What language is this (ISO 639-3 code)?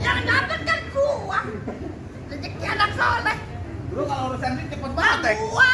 bew